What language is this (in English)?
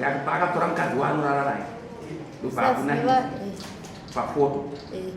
Shona